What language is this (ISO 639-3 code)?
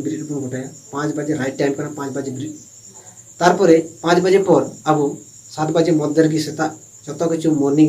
sat